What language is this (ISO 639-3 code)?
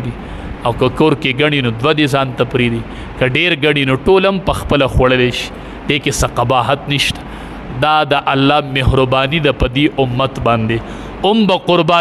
pus